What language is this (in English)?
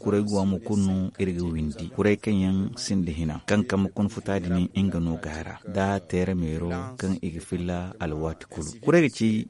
Zarma